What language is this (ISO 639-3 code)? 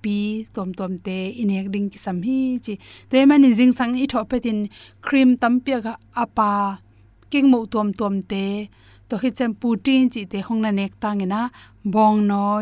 ctd